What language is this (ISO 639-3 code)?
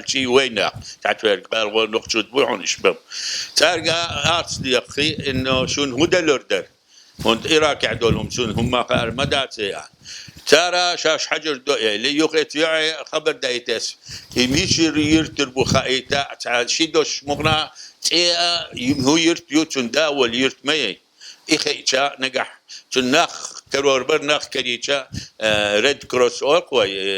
che